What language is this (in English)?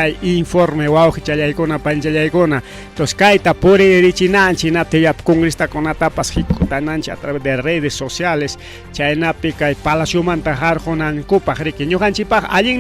Ayacucho Quechua